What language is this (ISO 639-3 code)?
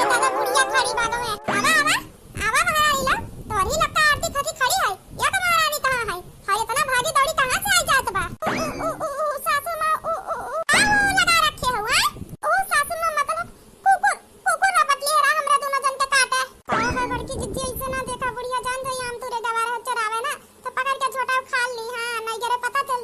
awa